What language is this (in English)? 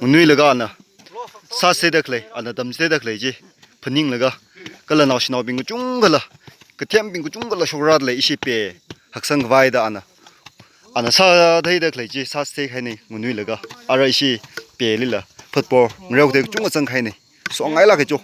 Tangkhul Naga (India)